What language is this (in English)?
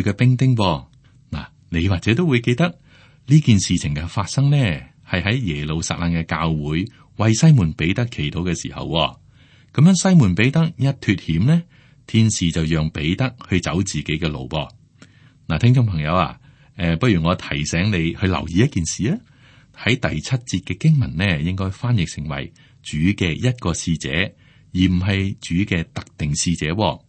Cantonese